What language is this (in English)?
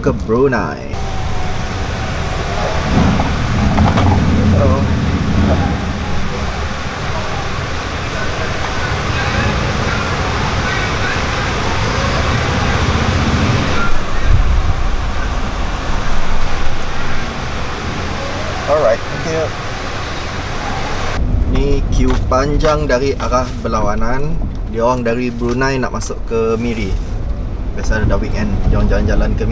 Malay